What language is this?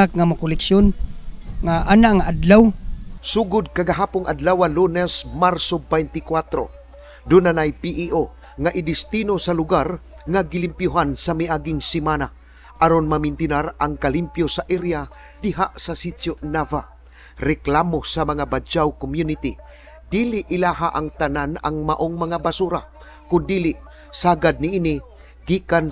Cebuano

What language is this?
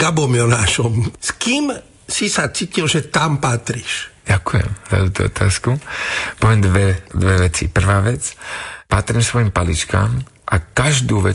Slovak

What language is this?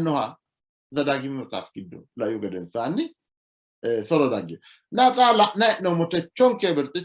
Sidamo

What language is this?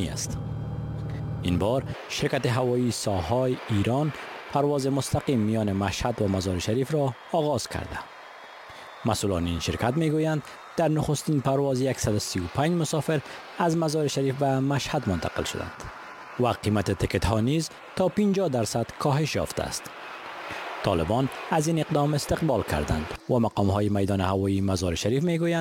Persian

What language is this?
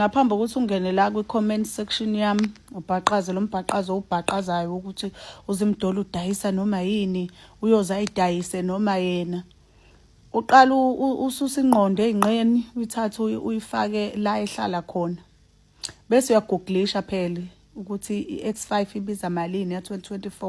Zulu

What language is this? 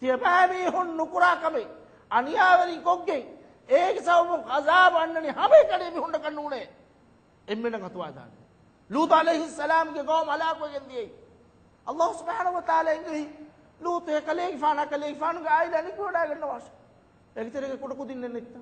Divehi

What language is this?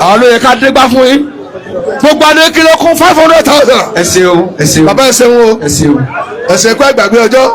Yoruba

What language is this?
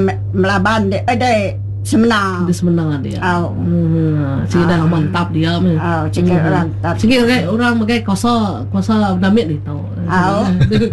Iban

